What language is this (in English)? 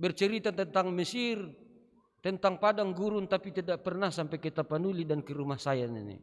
Batak Simalungun